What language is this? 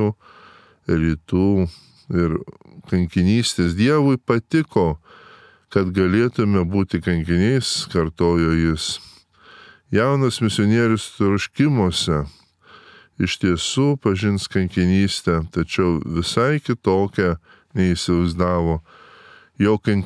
Lithuanian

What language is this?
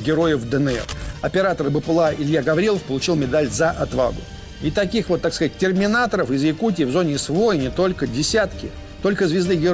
Russian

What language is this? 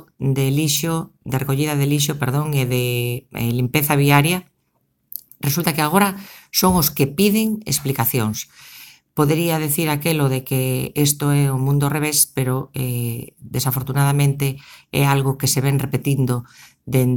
Galician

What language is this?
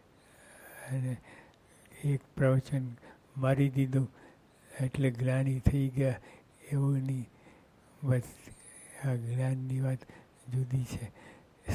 Gujarati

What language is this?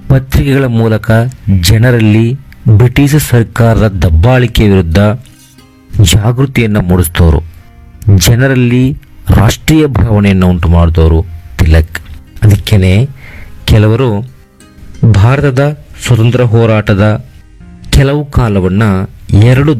Kannada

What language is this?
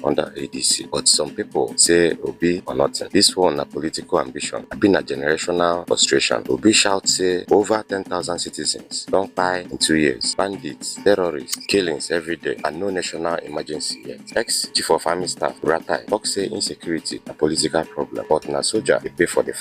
Nigerian Pidgin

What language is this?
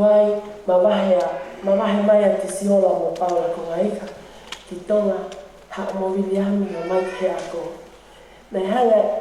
Tongan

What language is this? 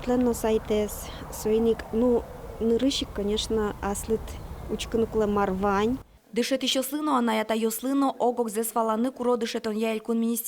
Udmurt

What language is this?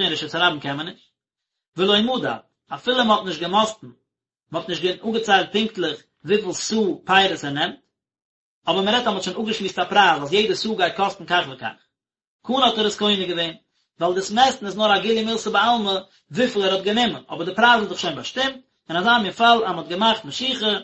Yiddish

